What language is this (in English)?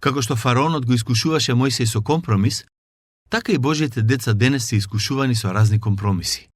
Macedonian